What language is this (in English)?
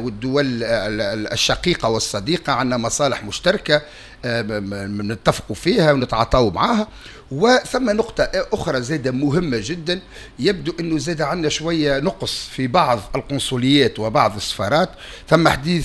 Tunisian Arabic